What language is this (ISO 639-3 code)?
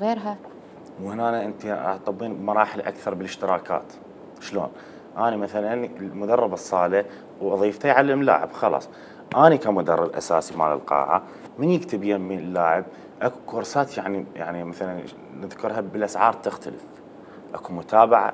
acm